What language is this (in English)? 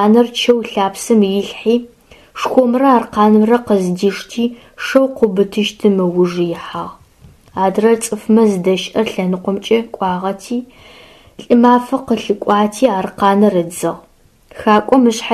Adyghe